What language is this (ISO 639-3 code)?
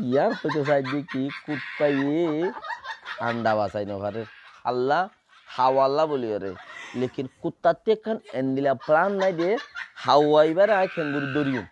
rhg